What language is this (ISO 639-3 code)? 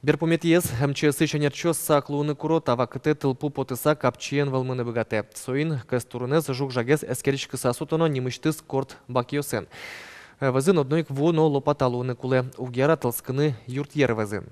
udm